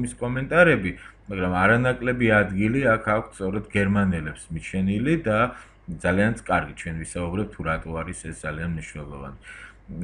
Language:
Georgian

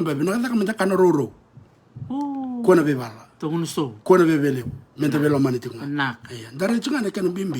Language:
Fijian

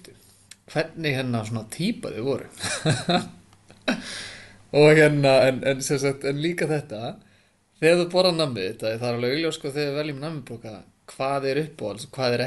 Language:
Icelandic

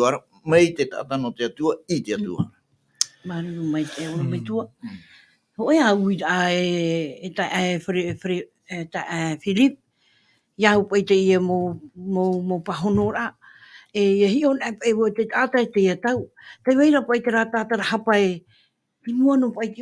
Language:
Tahitian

